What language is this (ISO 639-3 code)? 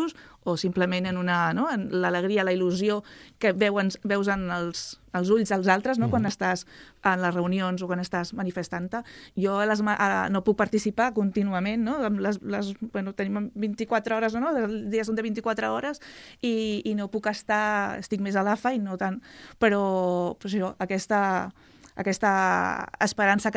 cat